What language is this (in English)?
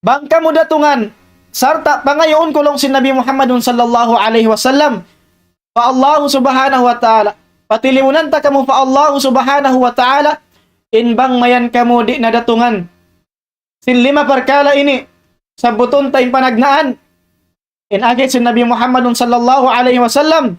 Tausug